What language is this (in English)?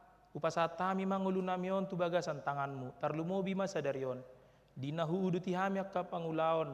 Batak Toba